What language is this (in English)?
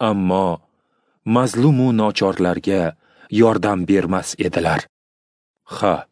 Uzbek